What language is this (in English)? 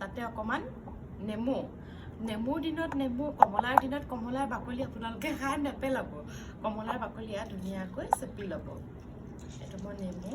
Assamese